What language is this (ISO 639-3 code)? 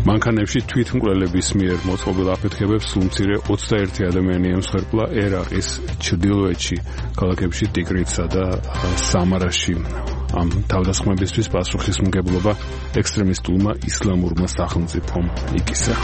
kat